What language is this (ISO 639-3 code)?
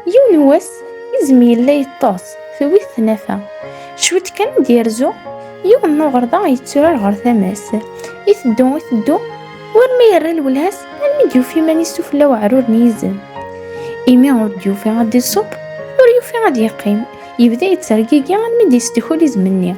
kab